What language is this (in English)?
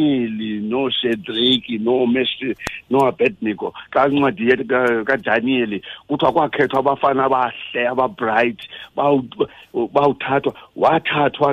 Xhosa